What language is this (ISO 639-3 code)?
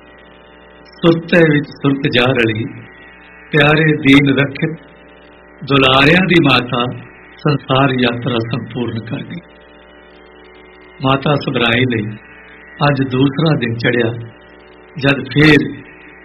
pan